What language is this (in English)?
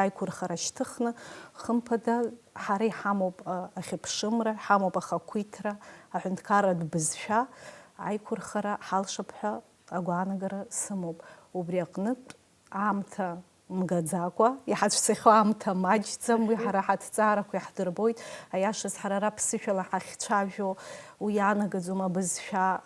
Abkhazian